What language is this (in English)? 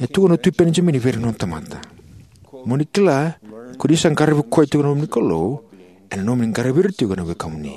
Fijian